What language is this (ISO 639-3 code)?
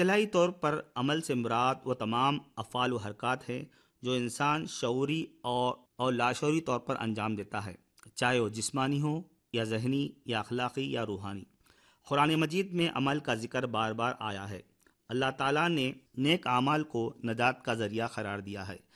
urd